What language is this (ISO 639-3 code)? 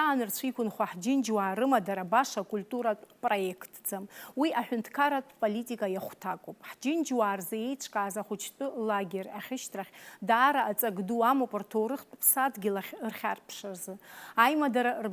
abk